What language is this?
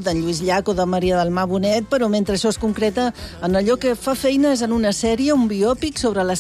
Catalan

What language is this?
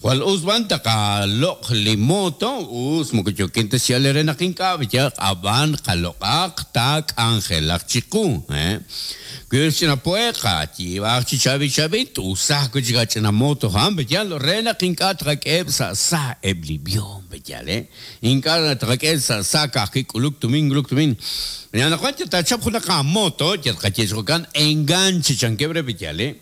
Kekchí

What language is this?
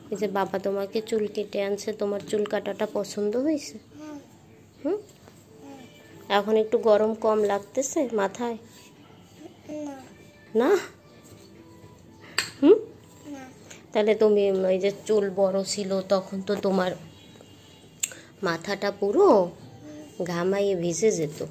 Bangla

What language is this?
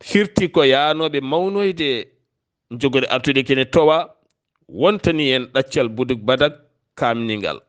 Fula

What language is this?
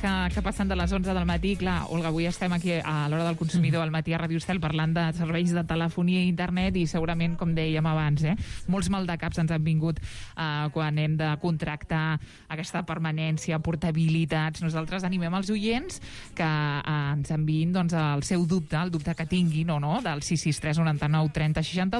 Catalan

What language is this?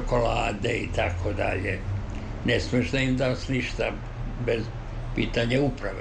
Serbian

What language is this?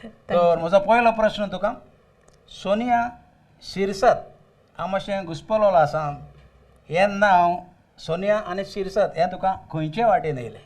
Konkani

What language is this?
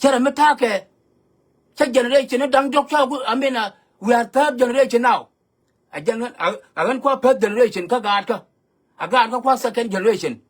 Nuer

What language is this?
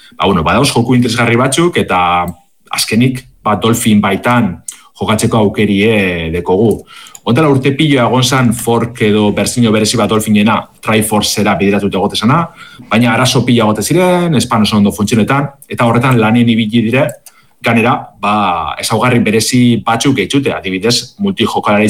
Basque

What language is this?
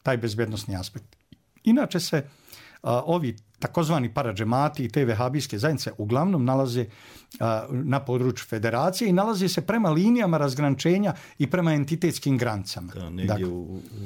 Bosnian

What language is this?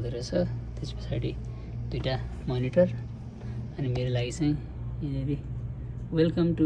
Nepali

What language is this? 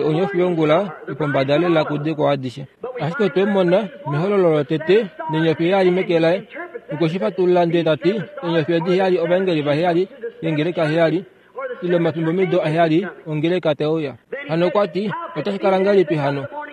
Kuanyama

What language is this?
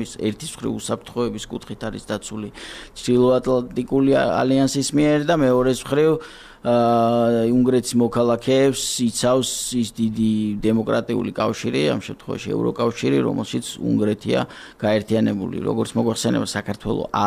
Georgian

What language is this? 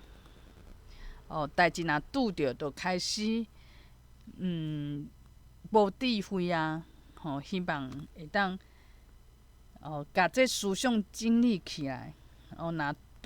Min Nan Chinese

